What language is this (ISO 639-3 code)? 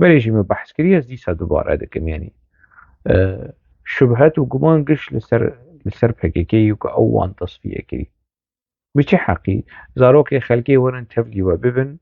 kur